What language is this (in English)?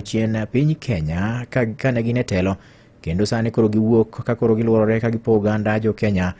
Luo (Kenya and Tanzania)